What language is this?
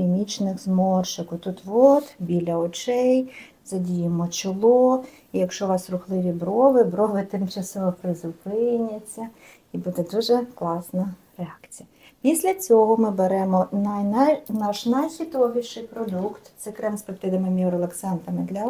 Ukrainian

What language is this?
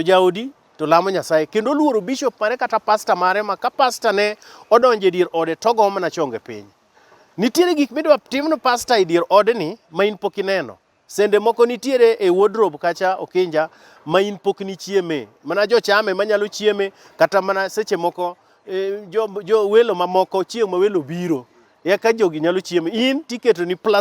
Luo (Kenya and Tanzania)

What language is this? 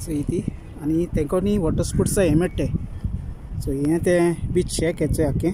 Konkani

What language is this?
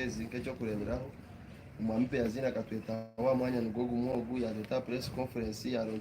Nyankole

